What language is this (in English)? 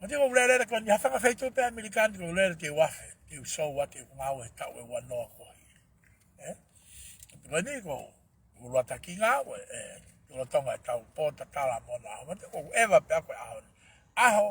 Tongan